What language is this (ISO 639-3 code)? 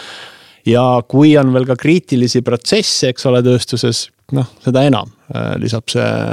est